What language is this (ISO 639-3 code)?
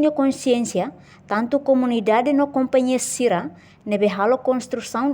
tet